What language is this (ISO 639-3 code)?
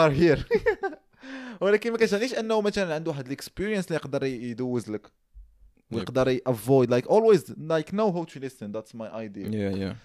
ary